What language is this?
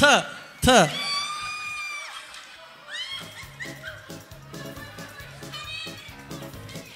Kara-Kalpak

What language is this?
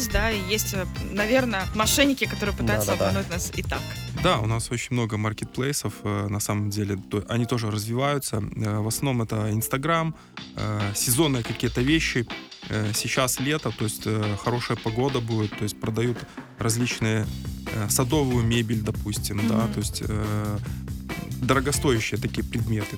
Russian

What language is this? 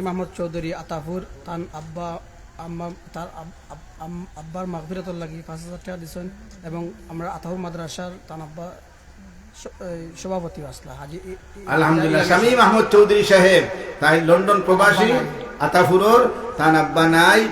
Sylheti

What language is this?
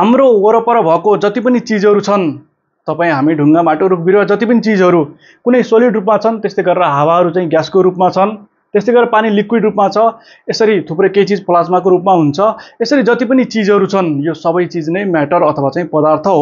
Nepali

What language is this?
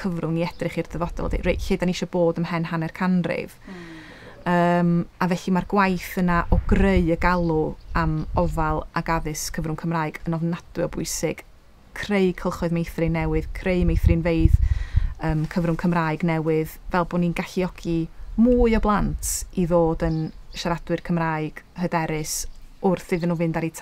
Welsh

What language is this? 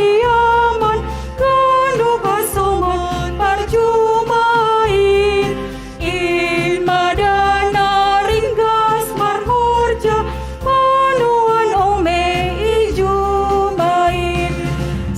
Batak Simalungun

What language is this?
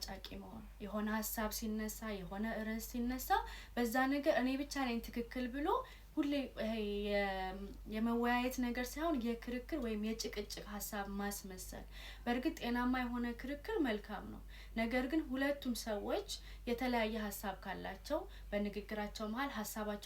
Amharic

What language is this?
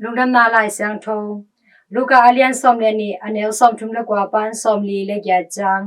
Tedim Chin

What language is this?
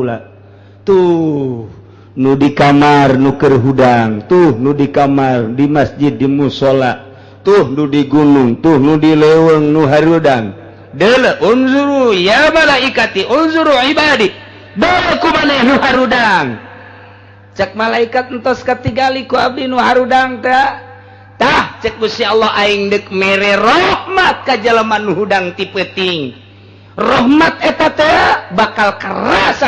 Sundanese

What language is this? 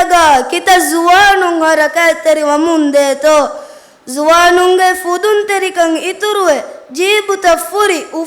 Divehi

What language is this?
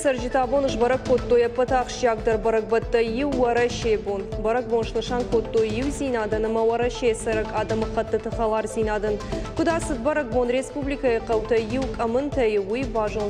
Ossetic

